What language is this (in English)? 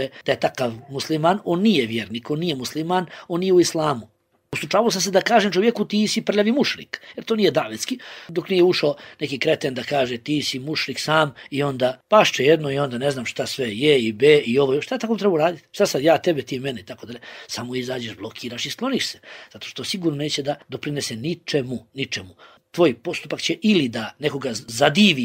Bosnian